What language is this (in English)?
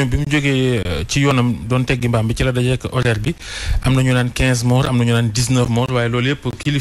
Wolof